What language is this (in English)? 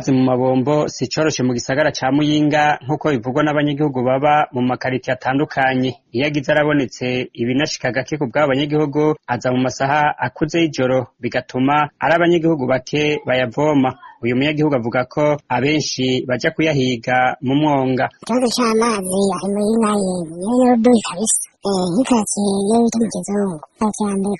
Rundi